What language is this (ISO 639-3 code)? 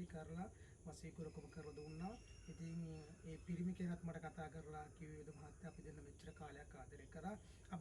sin